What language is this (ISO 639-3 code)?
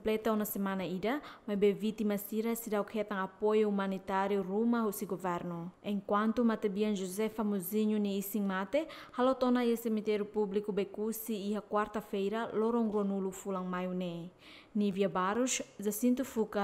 tet